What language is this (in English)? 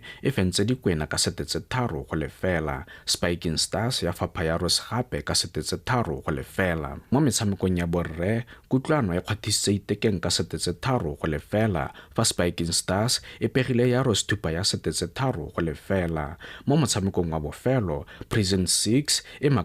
Tswana